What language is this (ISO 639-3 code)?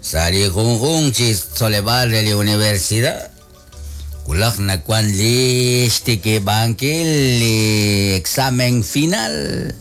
kek